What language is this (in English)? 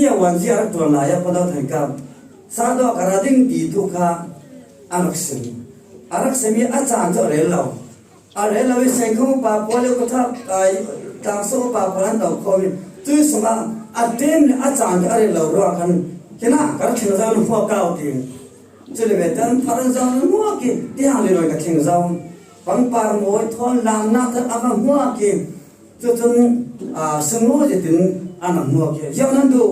Falam Chin